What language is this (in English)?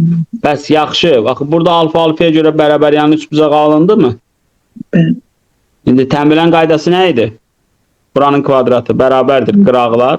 Azerbaijani